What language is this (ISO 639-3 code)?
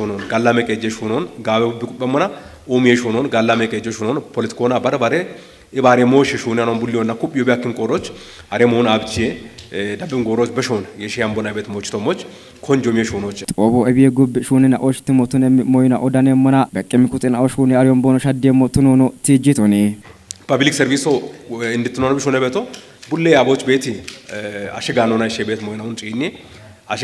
kbr